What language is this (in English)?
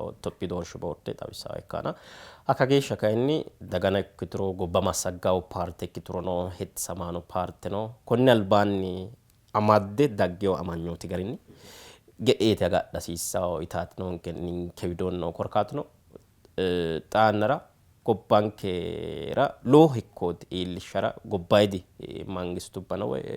Sidamo